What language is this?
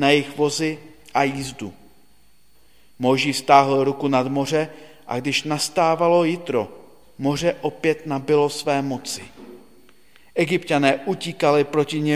Czech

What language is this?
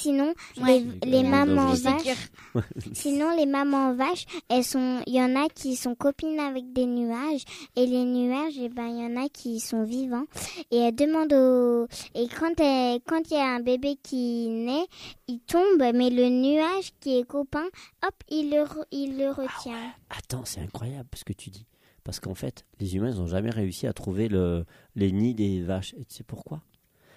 French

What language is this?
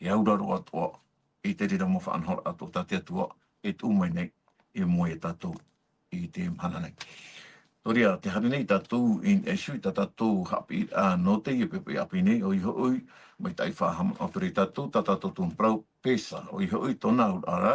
Tahitian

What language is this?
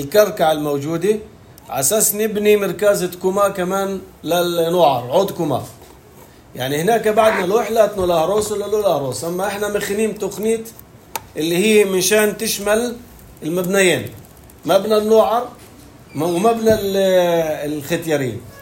North Levantine Arabic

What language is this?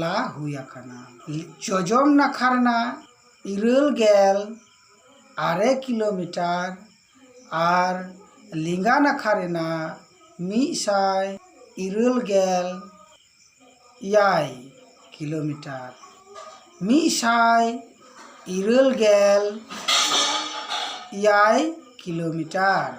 Santali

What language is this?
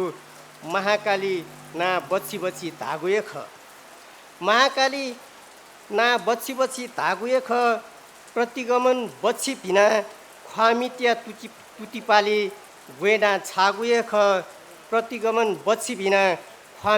Newari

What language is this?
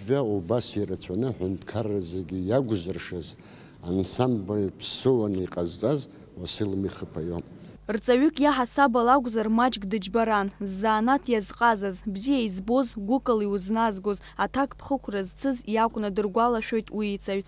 Abkhazian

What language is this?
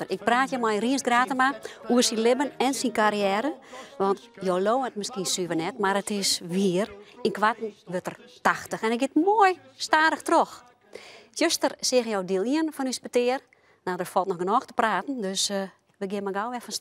Western Frisian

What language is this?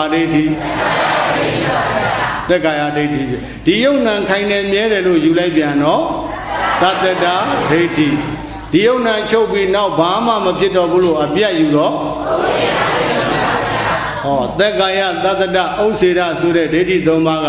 Burmese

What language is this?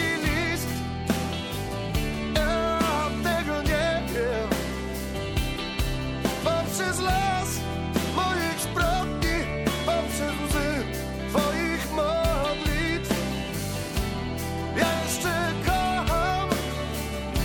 Polish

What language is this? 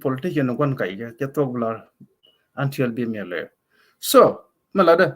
Nuer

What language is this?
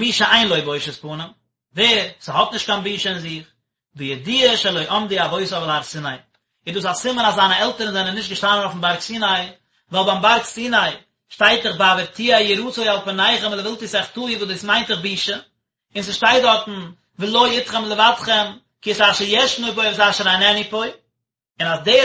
Yiddish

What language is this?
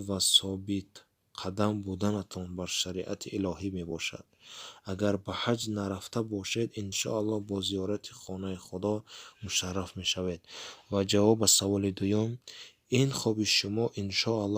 Tajik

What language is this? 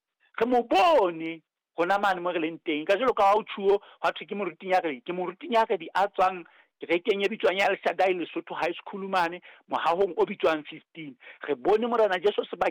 Southern Sotho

